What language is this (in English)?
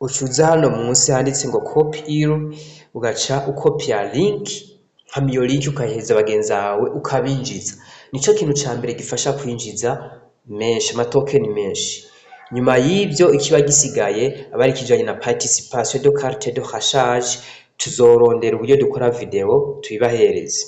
Rundi